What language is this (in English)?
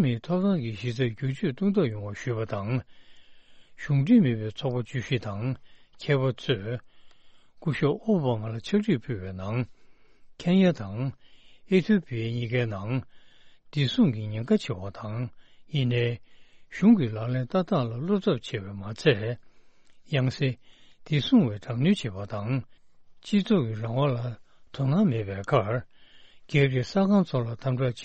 Tibetan